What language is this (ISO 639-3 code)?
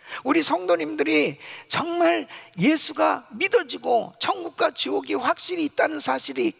kor